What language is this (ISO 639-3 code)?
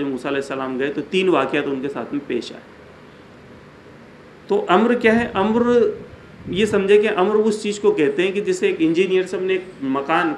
urd